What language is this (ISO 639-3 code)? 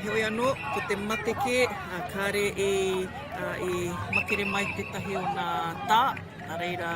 mri